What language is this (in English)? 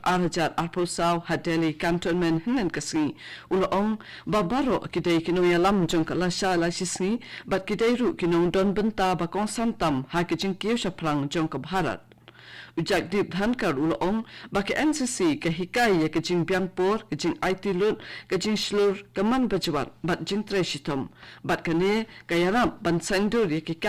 Khasi